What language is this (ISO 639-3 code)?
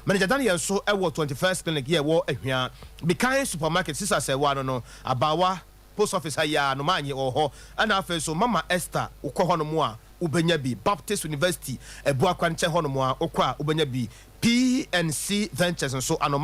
aka